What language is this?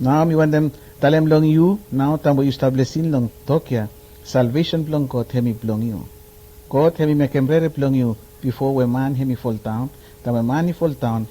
Bislama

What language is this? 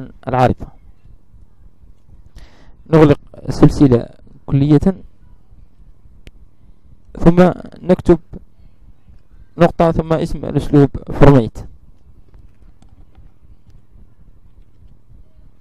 Arabic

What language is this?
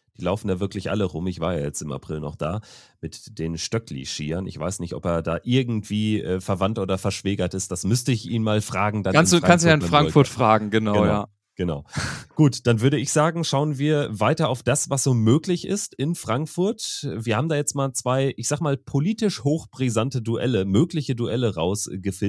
German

